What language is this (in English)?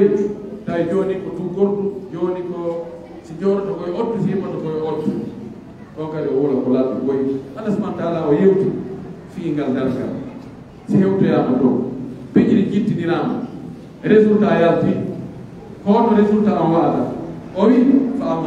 Pular